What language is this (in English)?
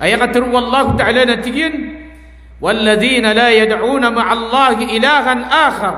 Maranao